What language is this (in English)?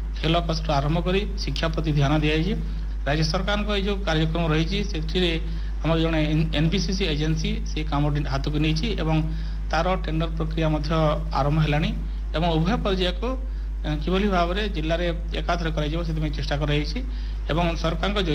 Odia